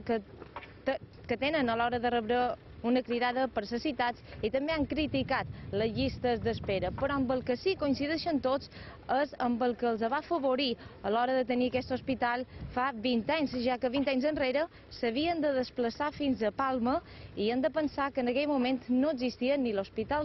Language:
Catalan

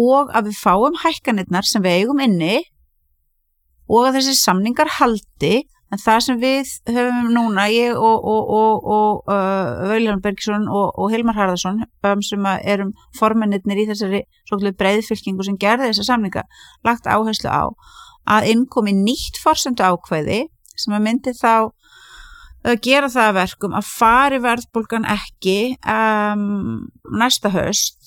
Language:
Icelandic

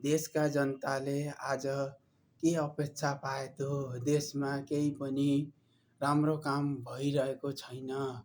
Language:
Nepali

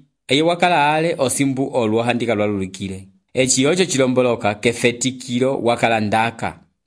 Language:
Umbundu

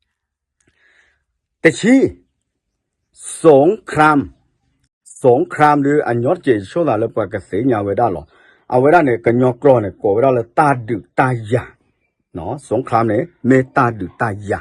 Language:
S'gaw Karen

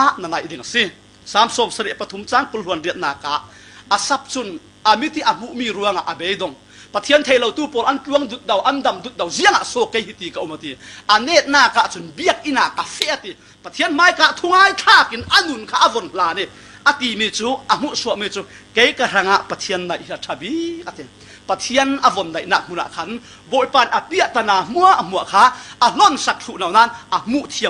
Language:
Falam Chin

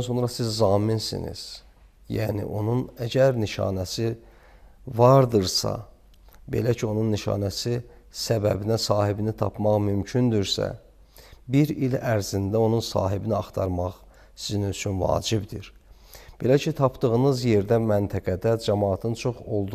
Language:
Azerbaijani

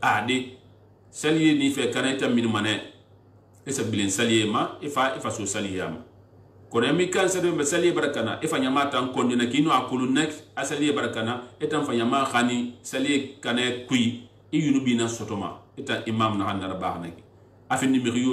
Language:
Susu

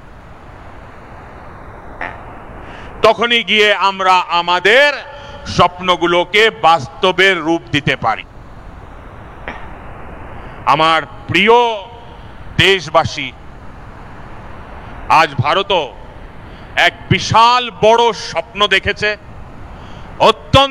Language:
Bangla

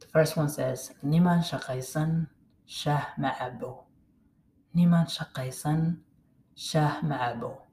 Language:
English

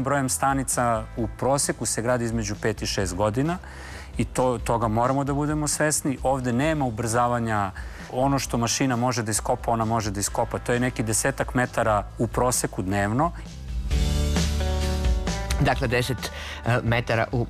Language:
Serbian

